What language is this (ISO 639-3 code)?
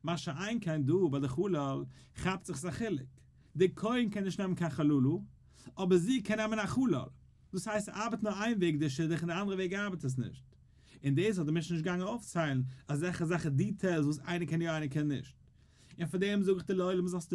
yid